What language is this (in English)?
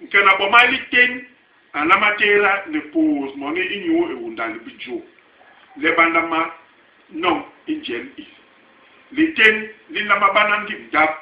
Basaa